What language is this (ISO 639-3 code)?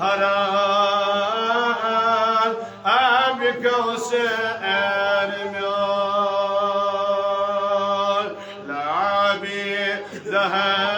kas